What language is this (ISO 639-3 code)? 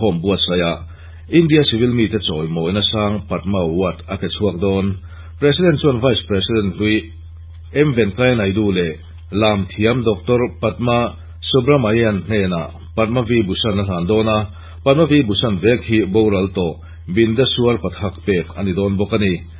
lus